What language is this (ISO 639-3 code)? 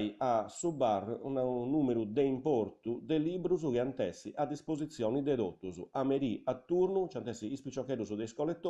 srd